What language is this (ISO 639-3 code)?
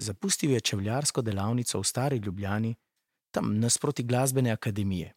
slv